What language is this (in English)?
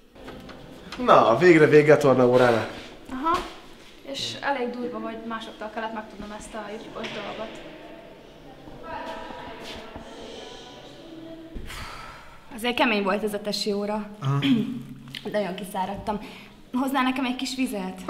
Hungarian